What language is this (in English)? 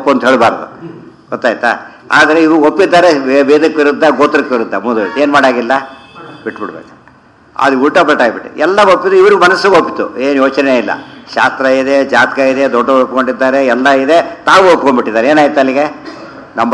Kannada